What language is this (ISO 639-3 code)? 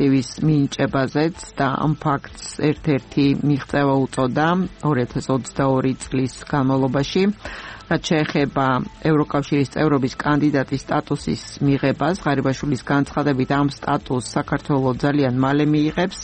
kat